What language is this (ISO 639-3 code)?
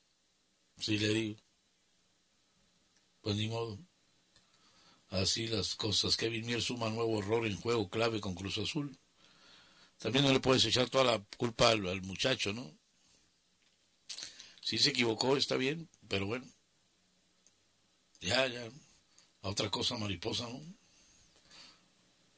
spa